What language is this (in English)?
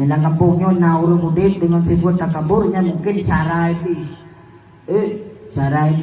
Achinese